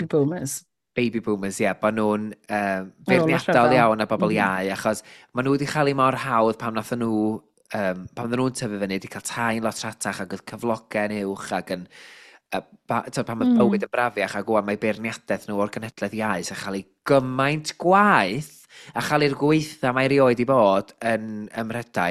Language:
Welsh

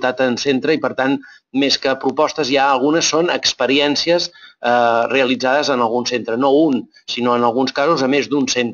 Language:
Catalan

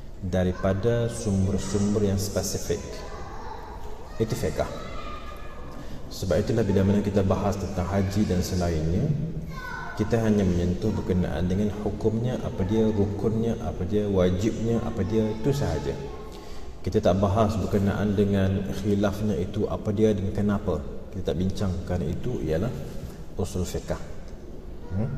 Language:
Malay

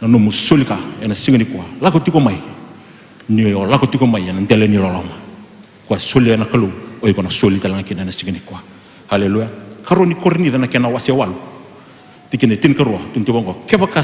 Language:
Fijian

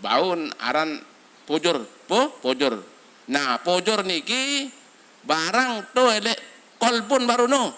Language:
Sasak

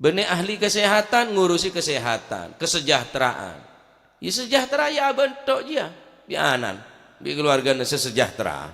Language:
Madurese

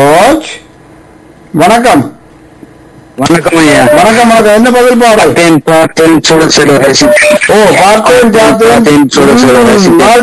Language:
Tamil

